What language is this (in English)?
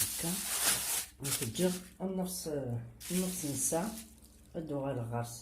Kabyle